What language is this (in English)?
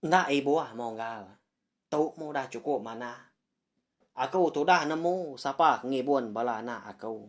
Iban